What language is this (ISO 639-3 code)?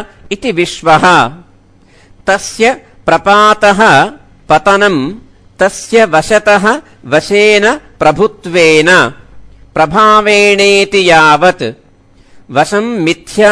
san